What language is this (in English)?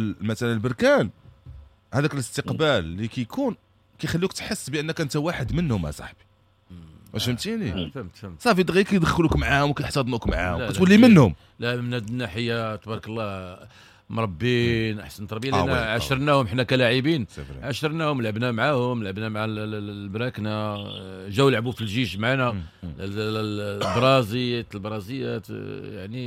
Moroccan Arabic